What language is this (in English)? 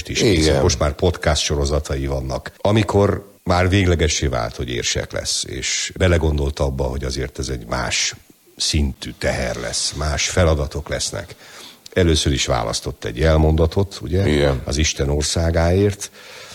Hungarian